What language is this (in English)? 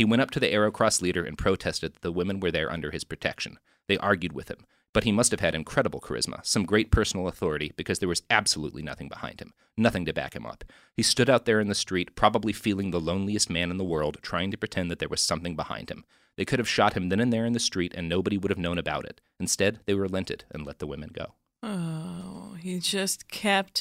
English